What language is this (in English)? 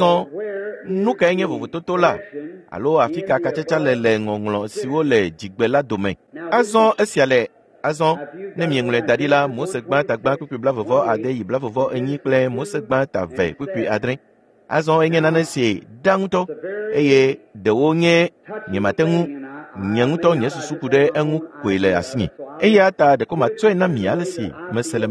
Ewe